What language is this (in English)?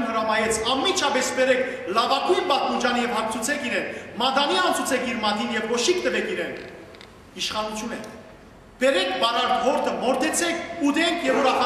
Western Armenian